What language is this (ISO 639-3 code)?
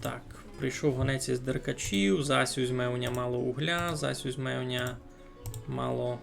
rue